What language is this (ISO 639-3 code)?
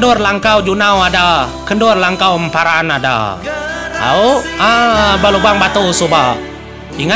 iba